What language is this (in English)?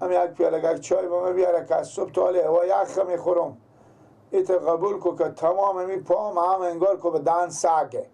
Persian